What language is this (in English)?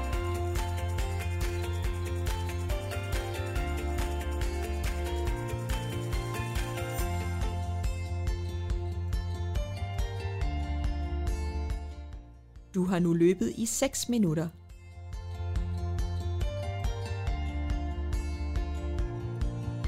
Danish